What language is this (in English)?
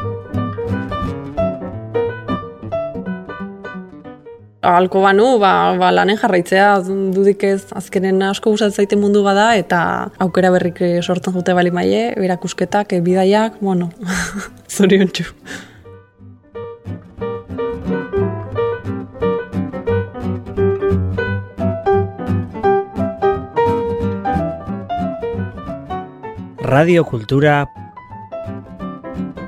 Basque